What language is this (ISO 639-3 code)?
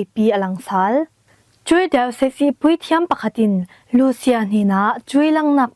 cfm